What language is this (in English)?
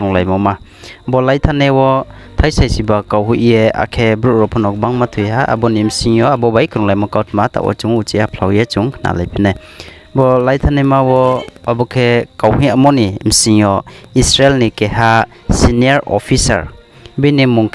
Riang (India)